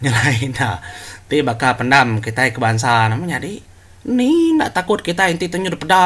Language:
Iban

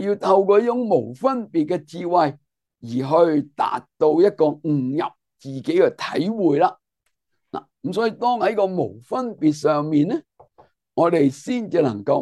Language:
Cantonese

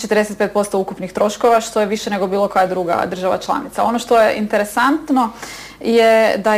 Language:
Croatian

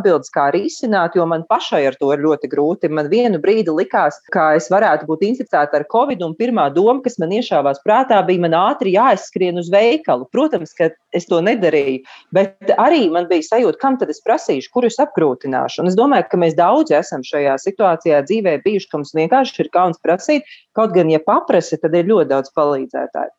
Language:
Latvian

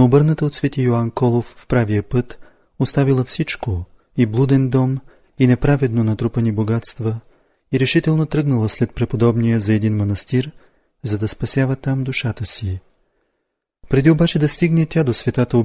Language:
Bulgarian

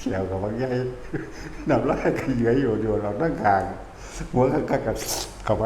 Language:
Northeastern Thai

